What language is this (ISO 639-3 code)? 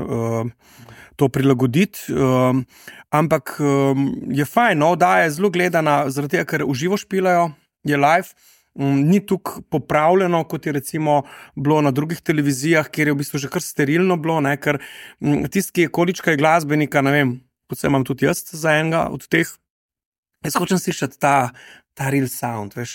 slv